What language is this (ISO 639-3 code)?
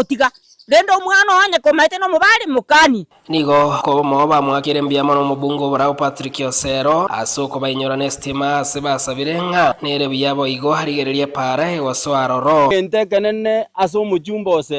guz